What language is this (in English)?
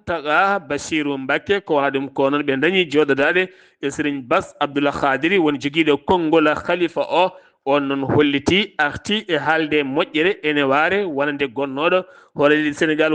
Fula